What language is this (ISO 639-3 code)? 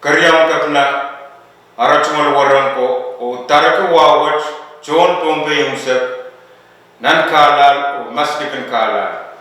pon